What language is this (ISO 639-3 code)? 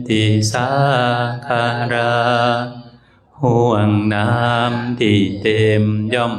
tts